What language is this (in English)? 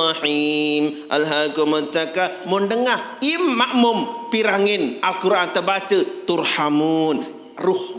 Sasak